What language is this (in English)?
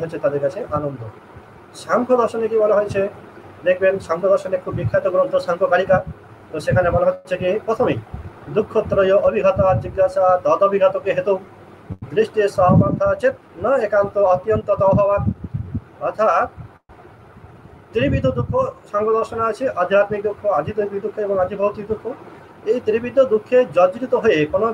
Bangla